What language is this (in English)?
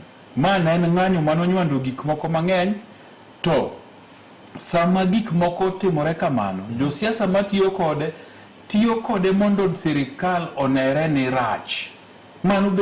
Luo (Kenya and Tanzania)